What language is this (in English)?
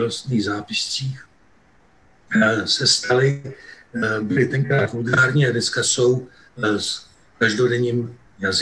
Czech